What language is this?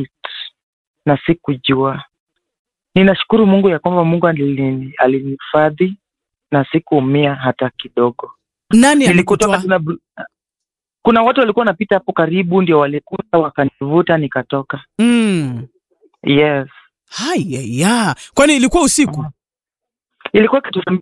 Swahili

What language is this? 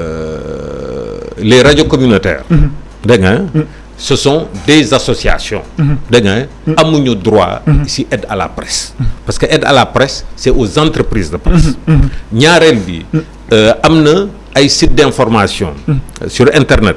Wolof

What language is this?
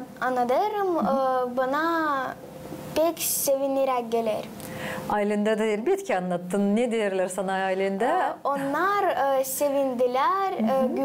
Gagauz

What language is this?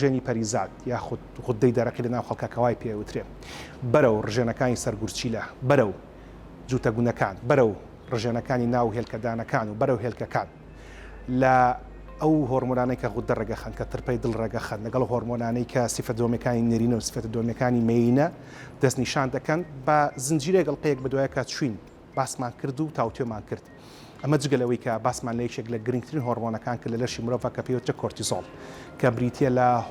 Central Kurdish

